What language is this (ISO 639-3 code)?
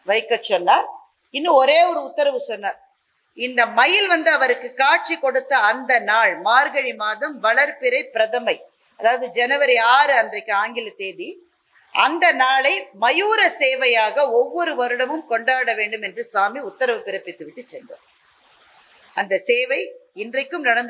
tam